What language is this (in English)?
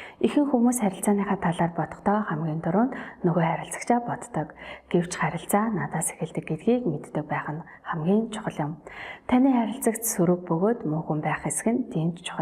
Mongolian